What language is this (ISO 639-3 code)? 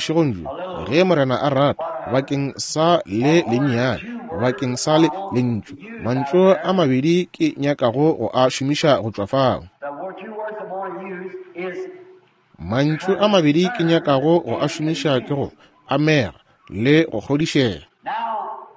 nso